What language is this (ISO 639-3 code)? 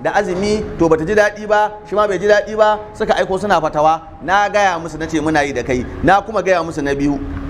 hau